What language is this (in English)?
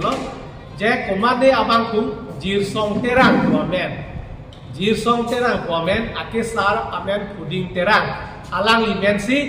Karbi